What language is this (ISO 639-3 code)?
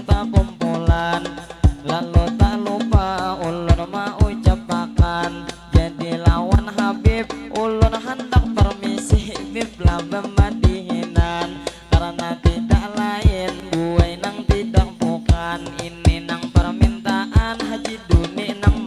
bjn